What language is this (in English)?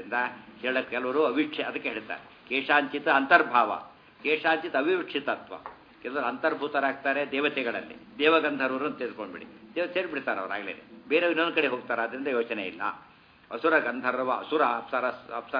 Kannada